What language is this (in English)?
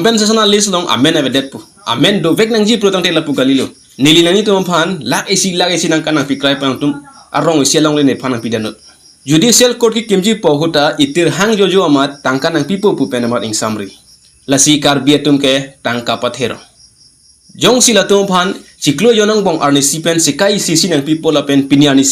Karbi